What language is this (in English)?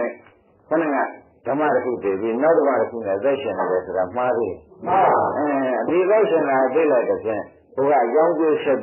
Burmese